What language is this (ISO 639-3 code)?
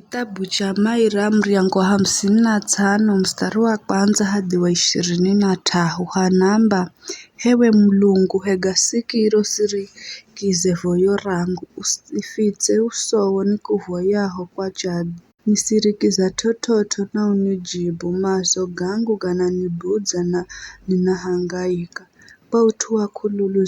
nyf